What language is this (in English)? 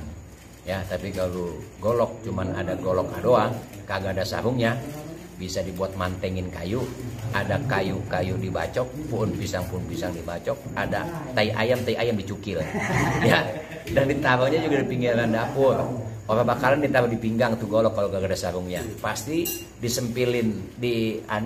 Betawi